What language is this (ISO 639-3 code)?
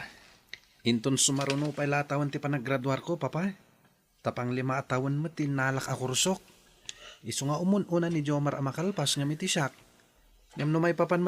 ilo